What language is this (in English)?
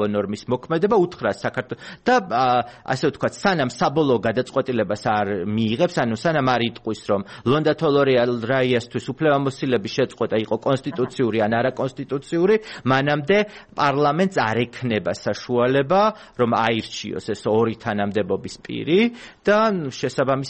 Georgian